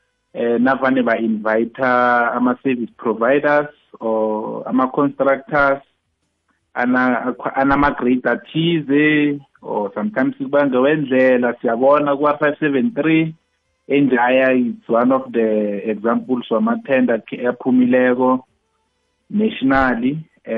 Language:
South Ndebele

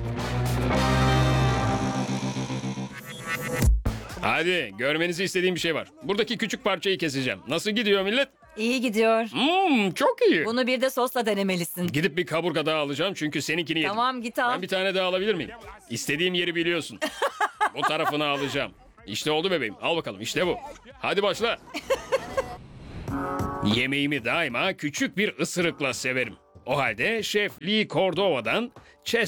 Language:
Turkish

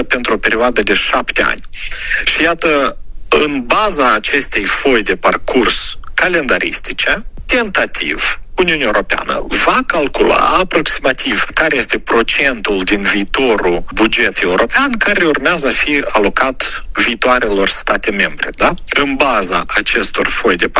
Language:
Romanian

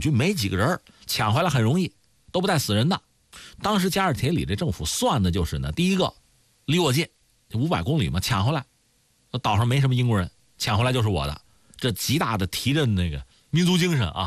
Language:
Chinese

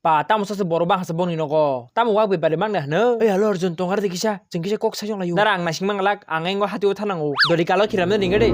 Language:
Kok Borok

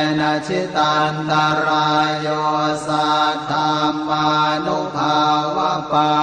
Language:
Pali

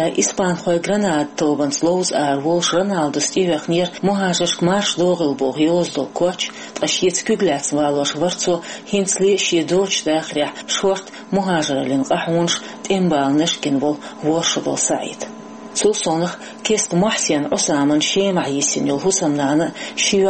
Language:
Chechen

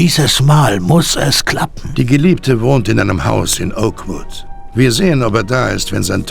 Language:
Bavarian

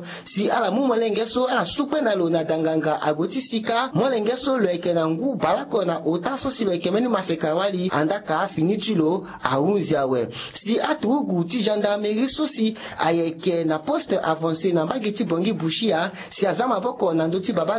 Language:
Sango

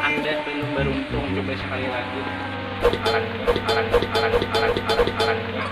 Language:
Banjar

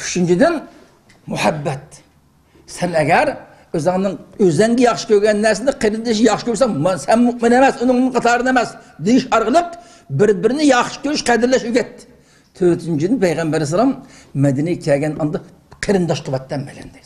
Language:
Uyghur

